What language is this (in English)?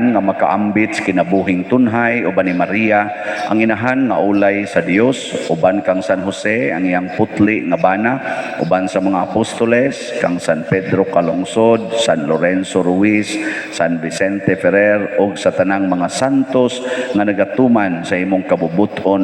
Cebuano